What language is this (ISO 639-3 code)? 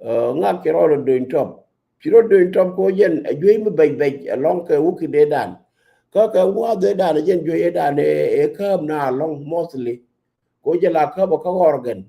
nus